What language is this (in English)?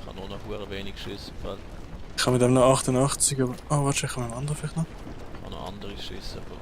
Swiss German